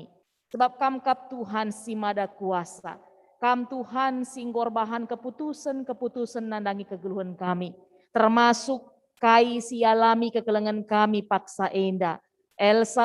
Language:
Batak Karo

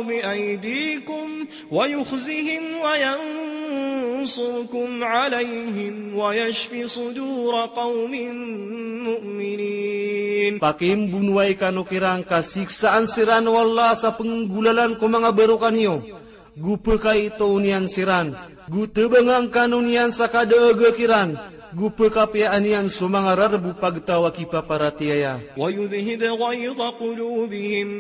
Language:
Maranao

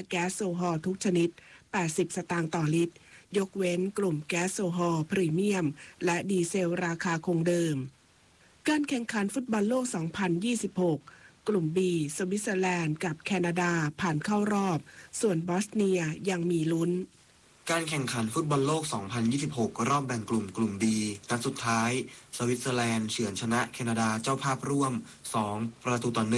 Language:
Thai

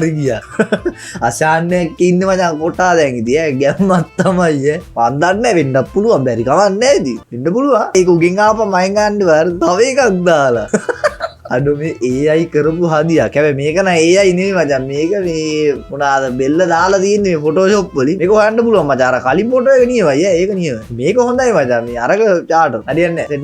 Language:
Sinhala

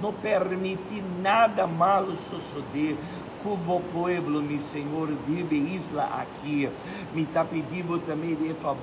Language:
Papiamento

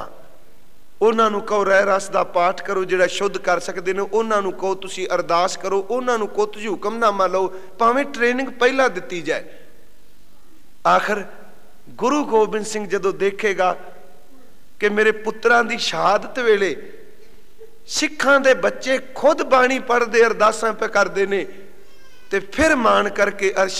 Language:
Punjabi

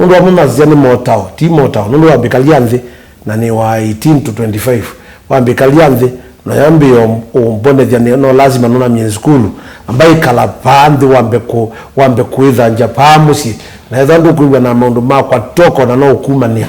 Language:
Kamba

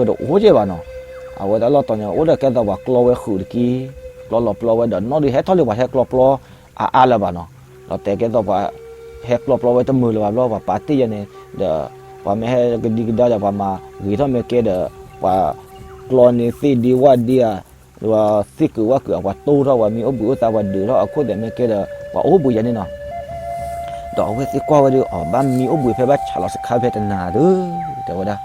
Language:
S'gaw Karen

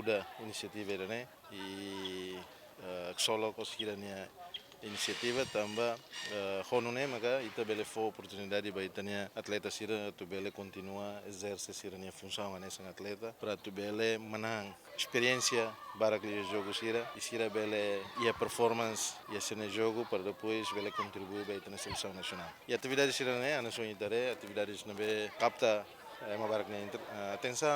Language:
Tetum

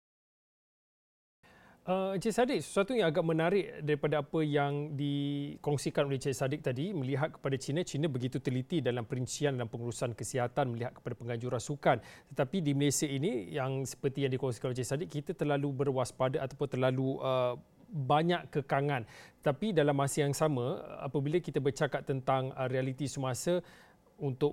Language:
Malay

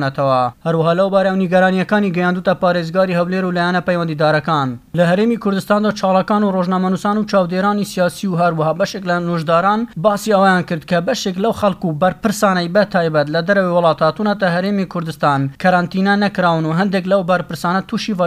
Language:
Central Kurdish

